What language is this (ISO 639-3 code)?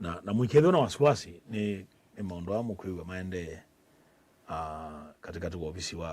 kam